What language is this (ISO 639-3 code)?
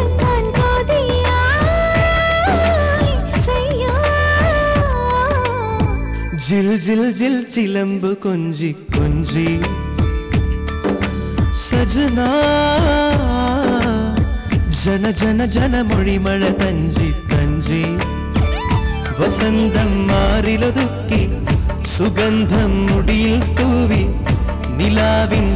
mal